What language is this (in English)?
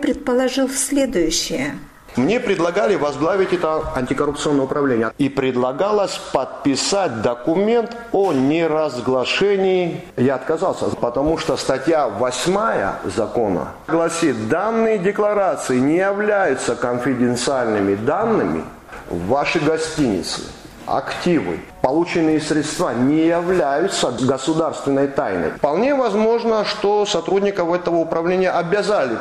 Russian